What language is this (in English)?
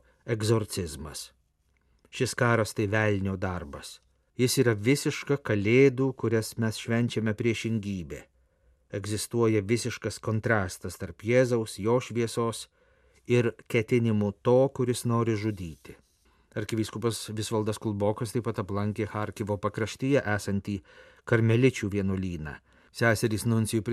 Lithuanian